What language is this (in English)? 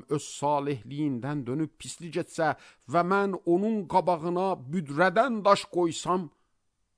Azerbaijani